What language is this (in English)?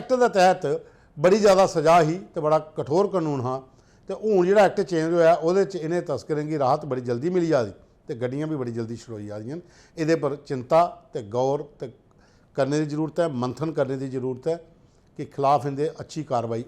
Dogri